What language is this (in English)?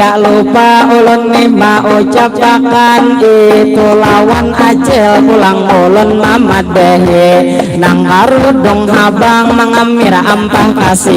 Banjar